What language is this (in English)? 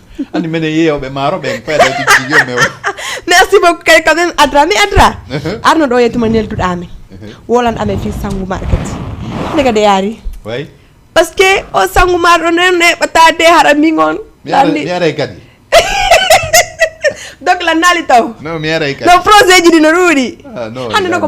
Fula